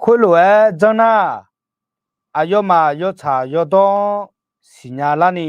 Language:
Akha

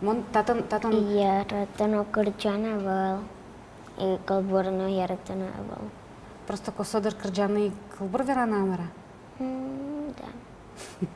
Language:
Udmurt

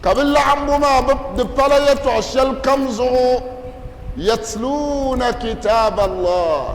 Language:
Dagbani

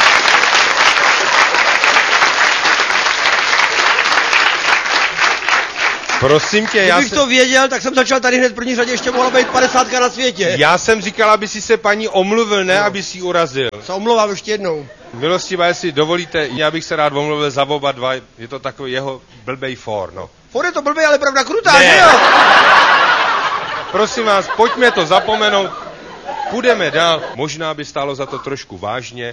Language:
Czech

